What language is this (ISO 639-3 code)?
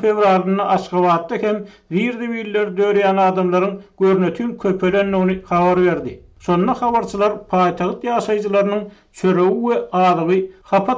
tuk